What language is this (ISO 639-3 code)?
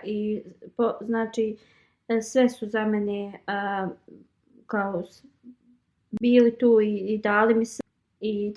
bos